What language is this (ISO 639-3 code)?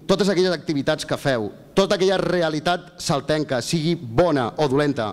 cat